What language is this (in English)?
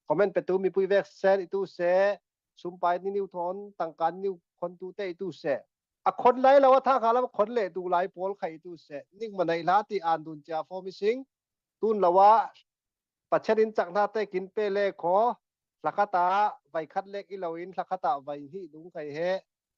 Falam Chin